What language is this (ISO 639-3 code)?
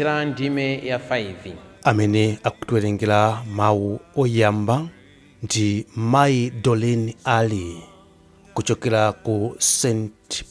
nya